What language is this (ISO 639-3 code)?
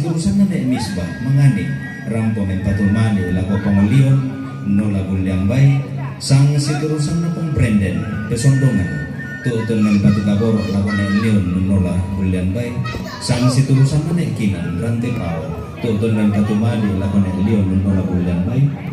sda